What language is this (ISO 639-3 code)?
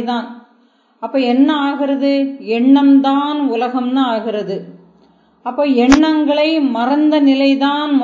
tam